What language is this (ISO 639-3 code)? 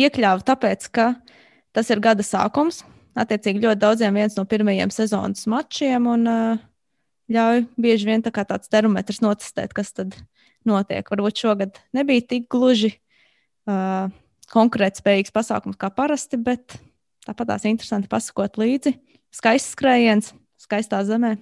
lav